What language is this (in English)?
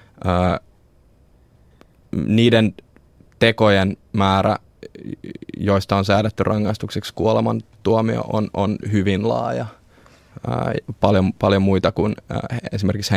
Finnish